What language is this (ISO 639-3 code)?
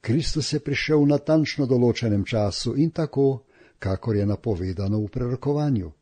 slv